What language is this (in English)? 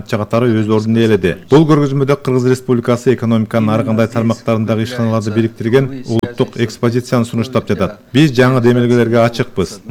Kyrgyz